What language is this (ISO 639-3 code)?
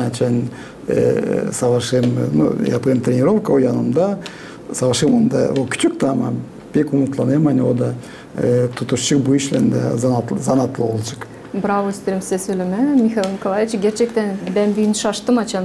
gag